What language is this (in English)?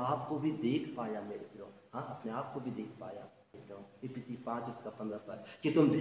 Hindi